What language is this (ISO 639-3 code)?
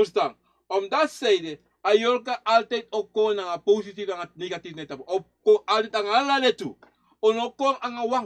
srn